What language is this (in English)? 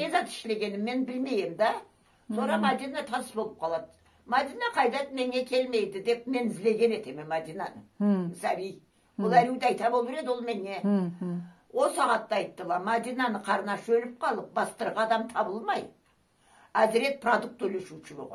Karachay-Balkar